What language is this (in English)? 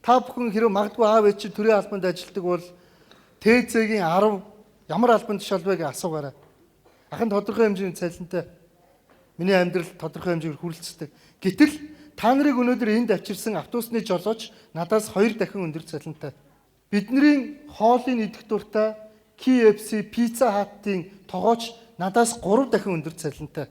Mongolian